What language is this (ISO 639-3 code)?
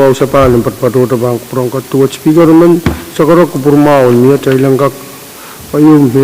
pon